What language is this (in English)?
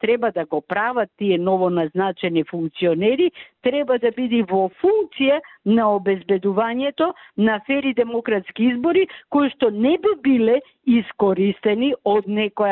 Macedonian